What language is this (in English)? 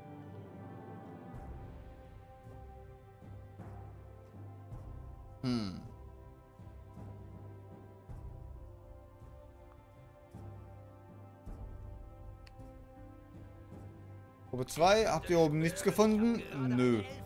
German